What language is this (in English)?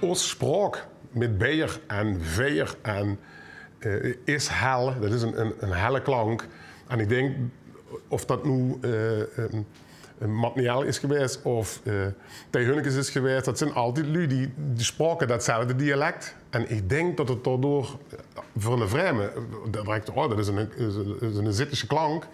Limburgish